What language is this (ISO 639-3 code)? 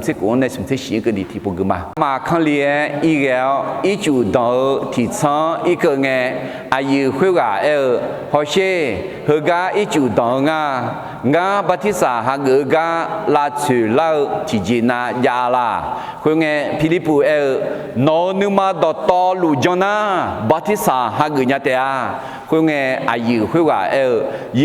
ahk